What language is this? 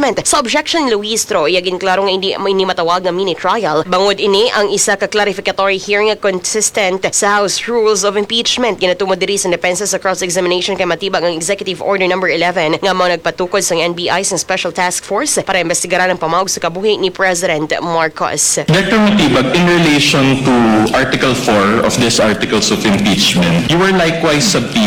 Hiligaynon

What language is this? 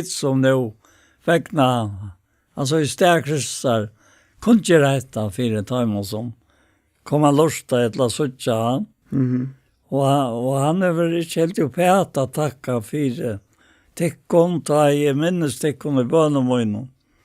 Faroese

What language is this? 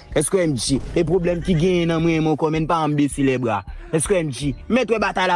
Haitian Creole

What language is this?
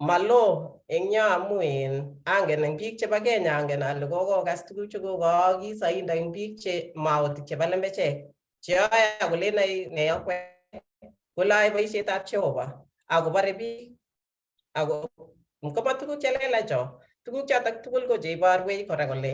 Kalenjin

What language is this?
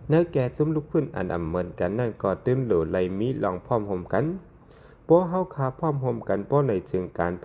Shan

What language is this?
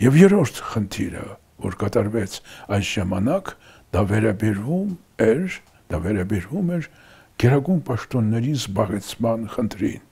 Armenian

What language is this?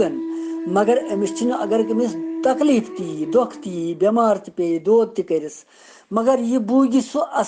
Kashmiri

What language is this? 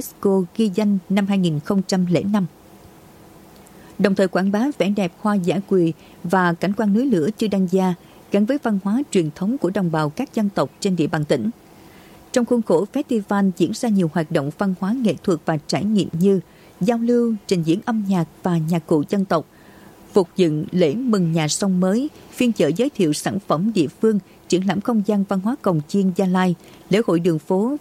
Vietnamese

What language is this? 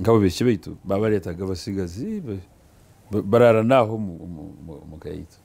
Nyankole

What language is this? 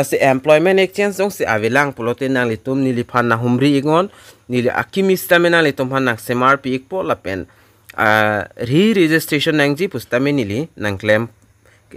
Karbi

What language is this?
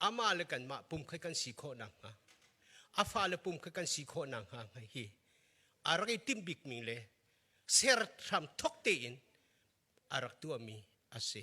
Hakha Chin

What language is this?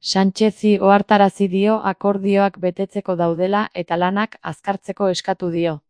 Basque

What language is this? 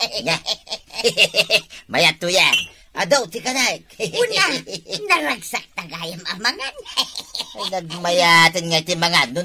Iloko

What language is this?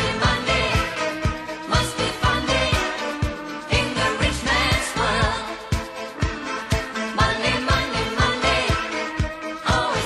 Swedish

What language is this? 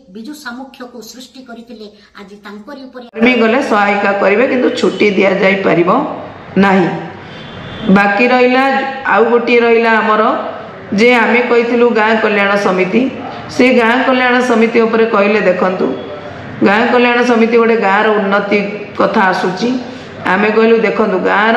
Odia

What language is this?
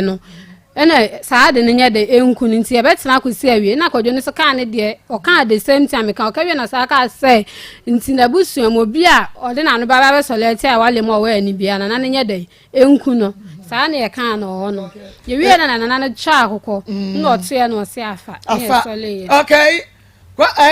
Akan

